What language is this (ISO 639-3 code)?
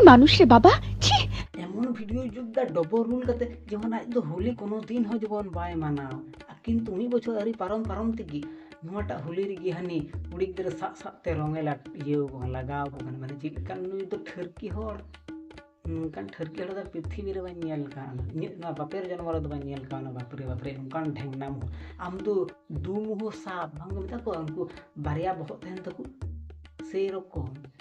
sat